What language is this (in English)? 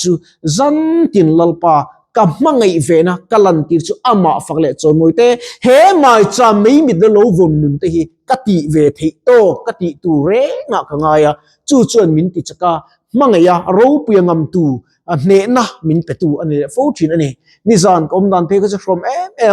Mizo